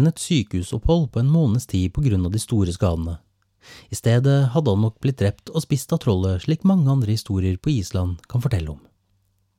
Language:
Norwegian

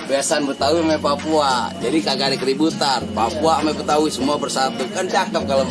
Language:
Betawi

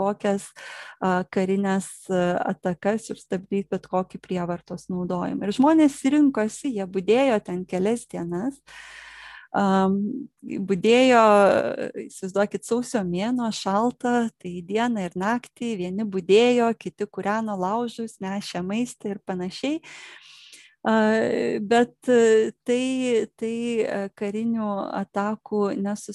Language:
Lithuanian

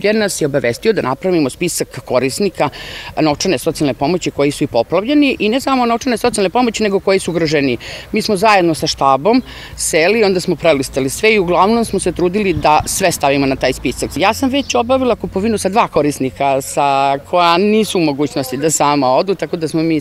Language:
Serbian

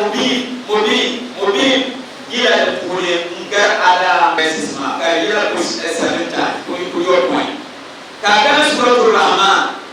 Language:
Dagbani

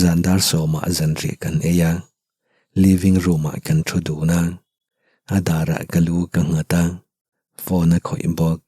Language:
Mizo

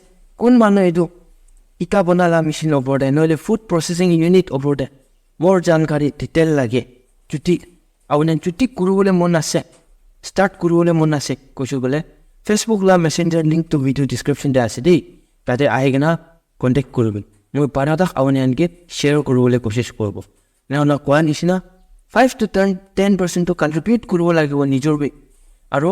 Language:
Naga Pidgin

